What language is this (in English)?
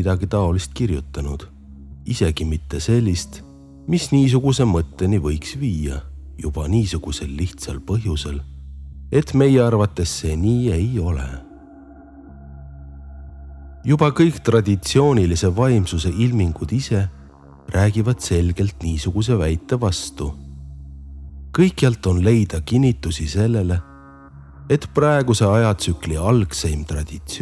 Estonian